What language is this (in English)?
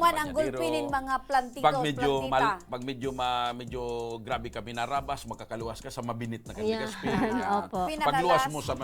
Bikol